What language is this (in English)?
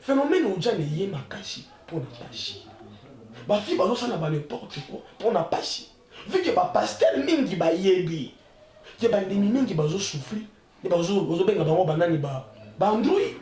Lingala